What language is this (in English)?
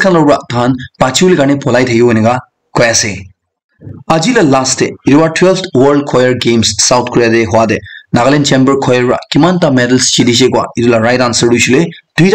Naga Pidgin